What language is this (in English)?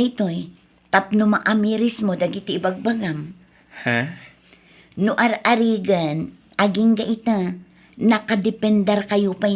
Iloko